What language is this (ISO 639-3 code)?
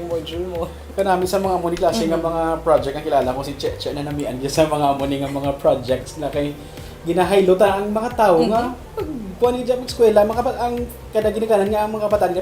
hil